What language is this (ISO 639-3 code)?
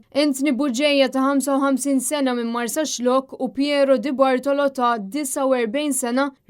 mlt